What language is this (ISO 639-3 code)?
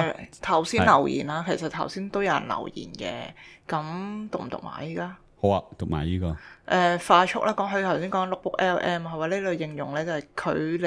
yue